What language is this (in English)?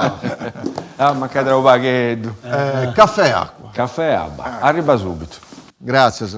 Sardinian